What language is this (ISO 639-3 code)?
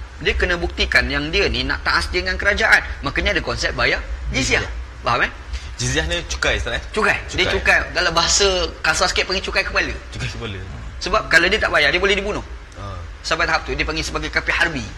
msa